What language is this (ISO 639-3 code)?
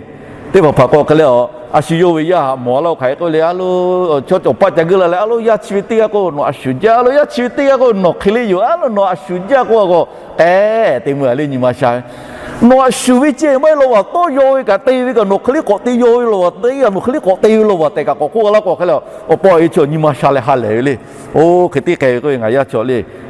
lhu